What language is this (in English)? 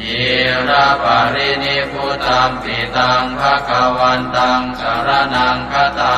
Pali